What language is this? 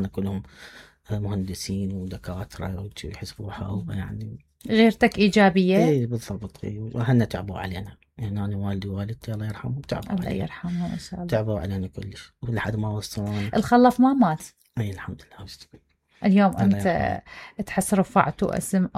Mesopotamian Arabic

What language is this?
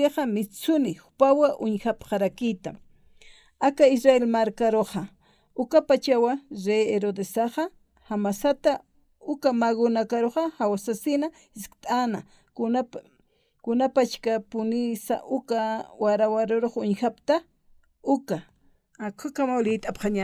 Aymara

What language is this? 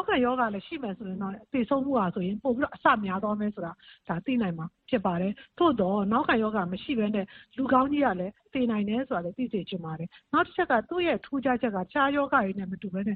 Burmese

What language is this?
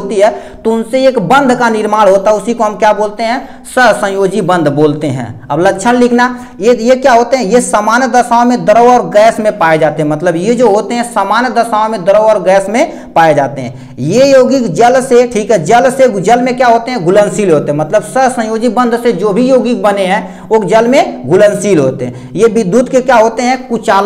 Hindi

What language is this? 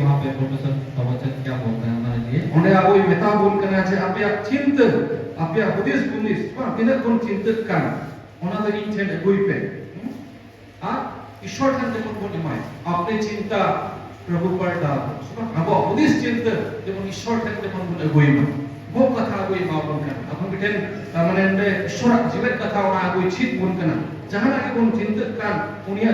Santali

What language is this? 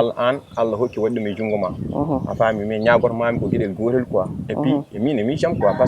Fula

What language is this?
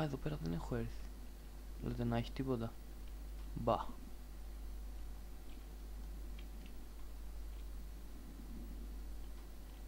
Greek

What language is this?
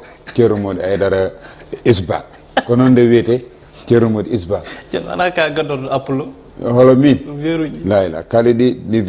Fula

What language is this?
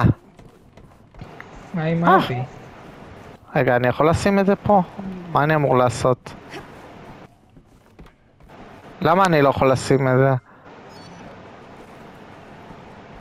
Hebrew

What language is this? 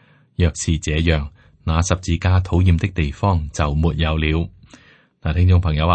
Cantonese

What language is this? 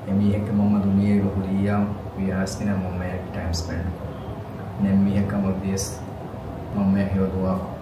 Divehi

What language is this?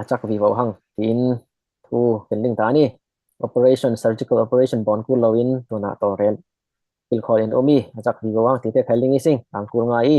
Falam Chin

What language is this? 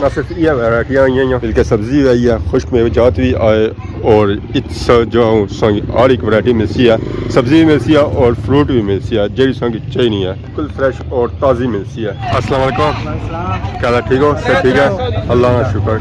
Pahari-Potwari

